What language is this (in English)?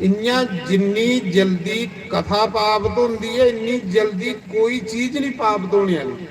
Dogri